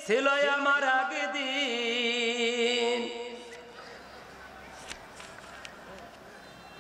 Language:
Bangla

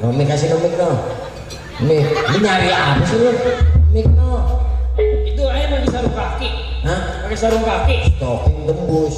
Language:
Betawi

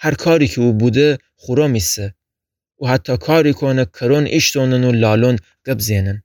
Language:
Gilaki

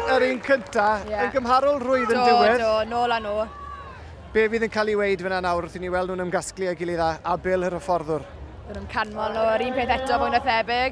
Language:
Welsh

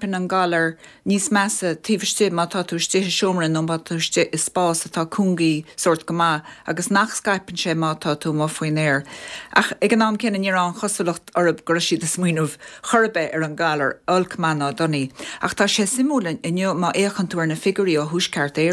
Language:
Irish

